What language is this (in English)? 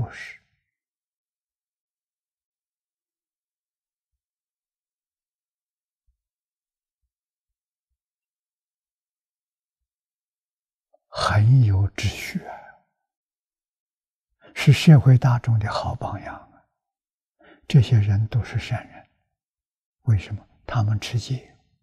Chinese